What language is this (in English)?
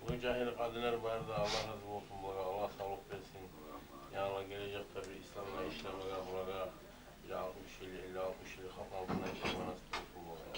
Kumyk